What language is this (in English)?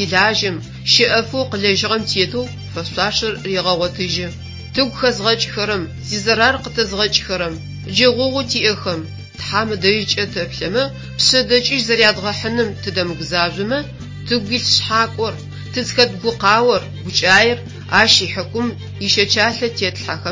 Adyghe